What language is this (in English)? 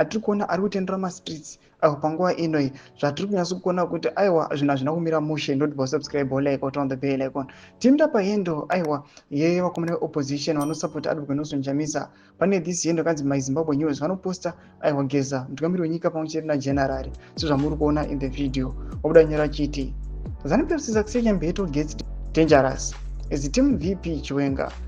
Shona